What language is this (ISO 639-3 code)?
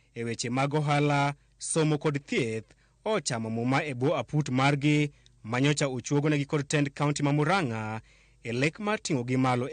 luo